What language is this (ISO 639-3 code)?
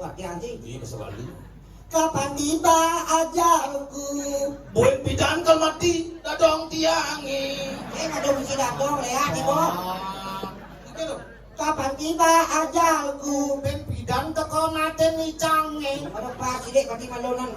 ban